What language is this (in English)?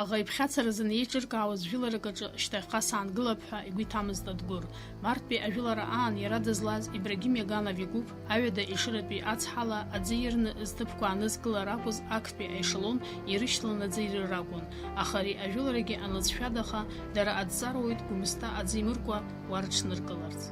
Abkhazian